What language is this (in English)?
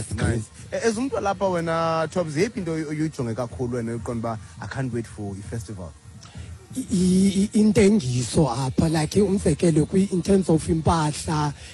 Xhosa